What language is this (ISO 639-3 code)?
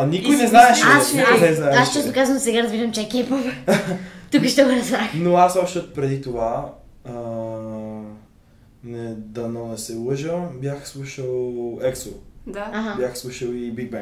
bul